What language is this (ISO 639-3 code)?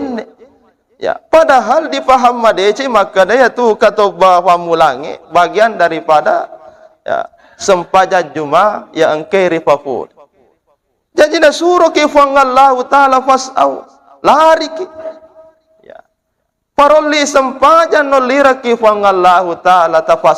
bug